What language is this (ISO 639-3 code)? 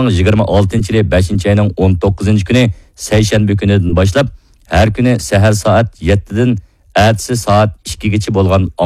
uig